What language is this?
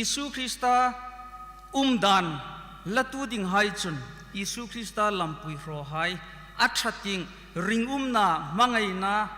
Hmar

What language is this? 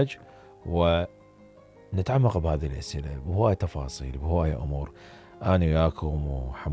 Mesopotamian Arabic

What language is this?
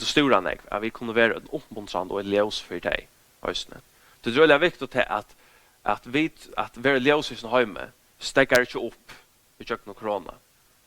Faroese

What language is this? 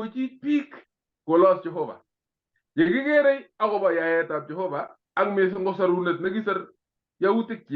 Kalenjin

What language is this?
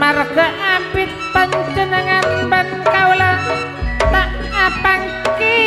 Madurese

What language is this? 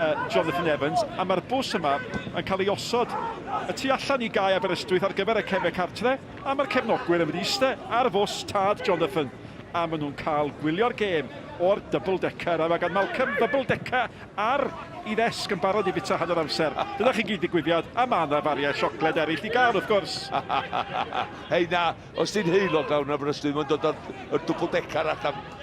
Welsh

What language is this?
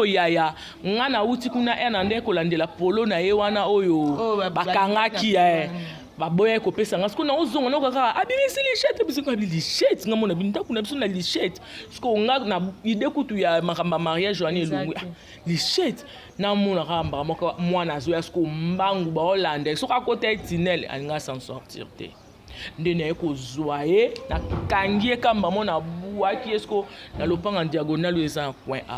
Lingala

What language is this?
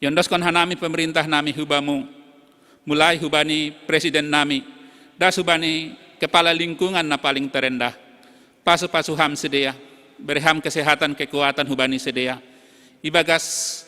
Batak Simalungun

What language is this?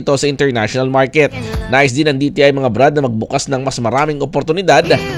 Filipino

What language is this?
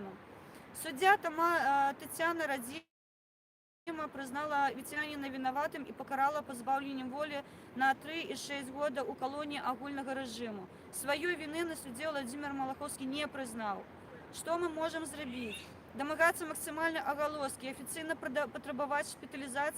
Belarusian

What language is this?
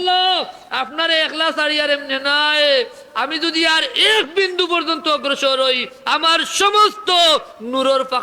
Sylheti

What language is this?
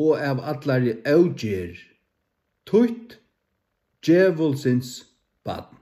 Faroese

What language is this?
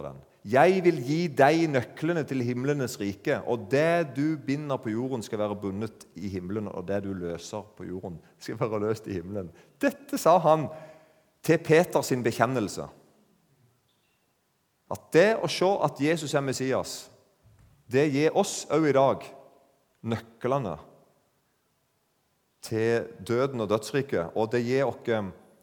Norwegian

